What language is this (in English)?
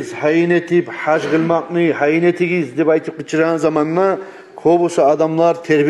Kumyk